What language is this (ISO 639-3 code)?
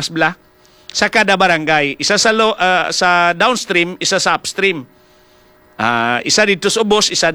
hil